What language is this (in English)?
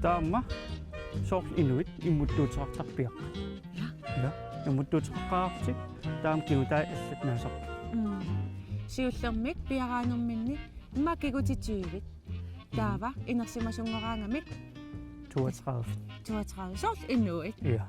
Kalaallisut